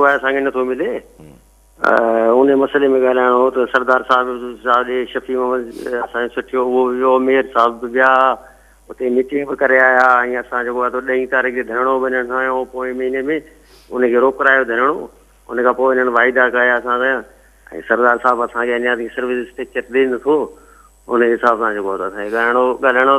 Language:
Sindhi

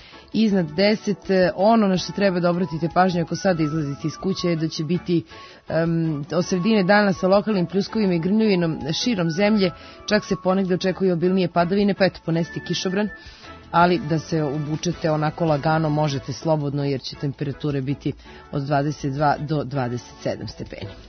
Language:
Serbian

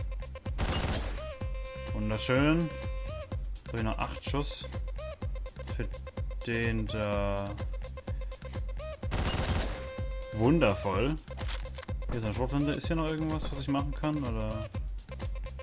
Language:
German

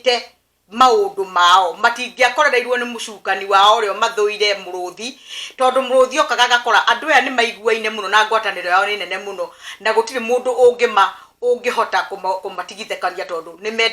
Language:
Kikuyu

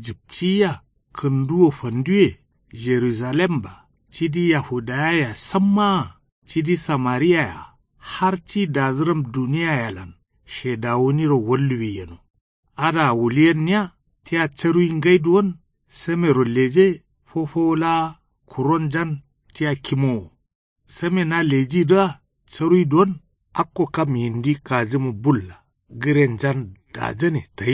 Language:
Kanuri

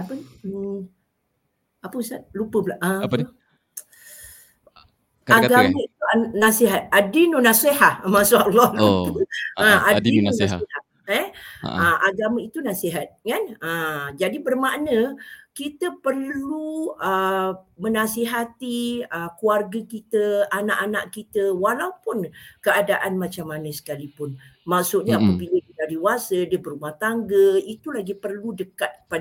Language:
Malay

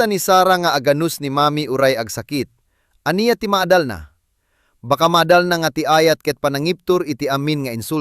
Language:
Iloko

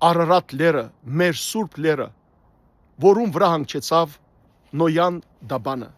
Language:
Western Armenian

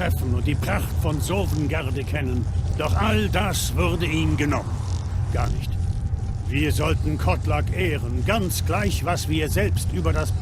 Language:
Swiss German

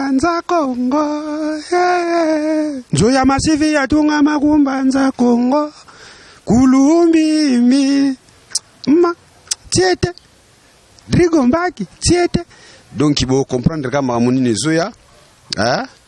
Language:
Lingala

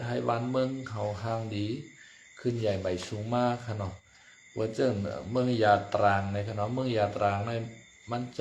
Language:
Shan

